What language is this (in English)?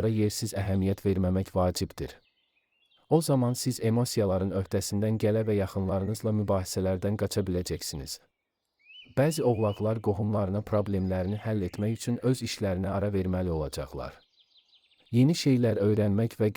Azerbaijani